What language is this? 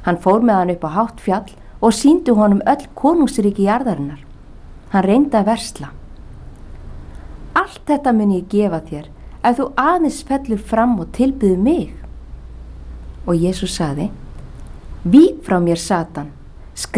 Icelandic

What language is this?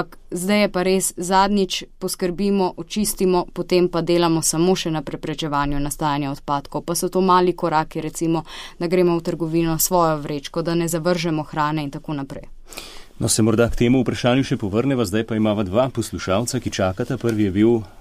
Slovenian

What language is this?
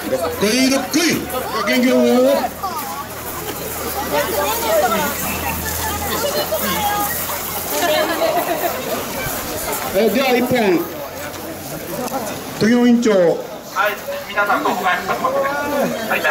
Japanese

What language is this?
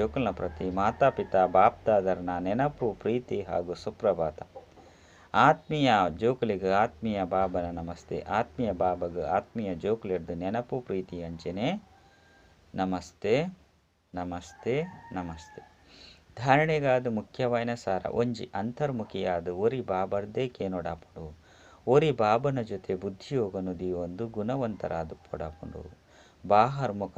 Tulu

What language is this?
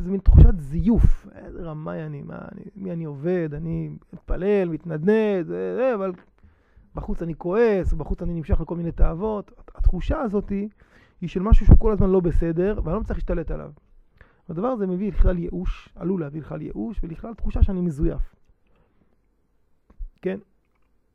Hebrew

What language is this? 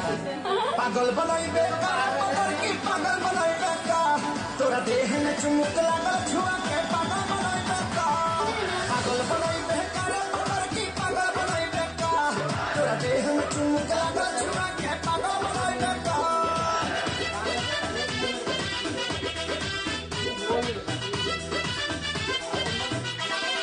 Bhojpuri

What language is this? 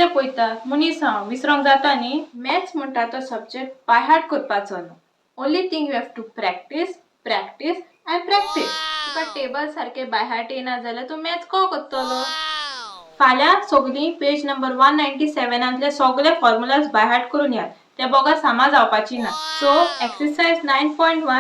Konkani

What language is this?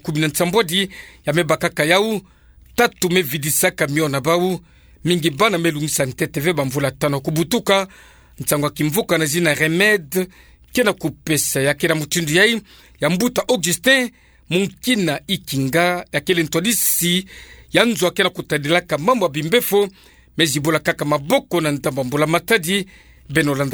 Kituba (Democratic Republic of Congo)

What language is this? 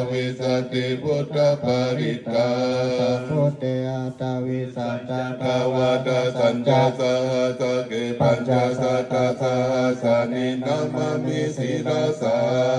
Pali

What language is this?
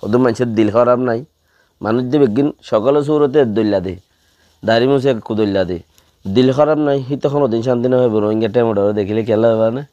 Rohingya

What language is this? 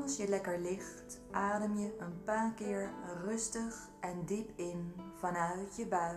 Dutch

